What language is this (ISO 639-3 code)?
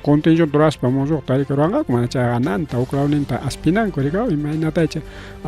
quy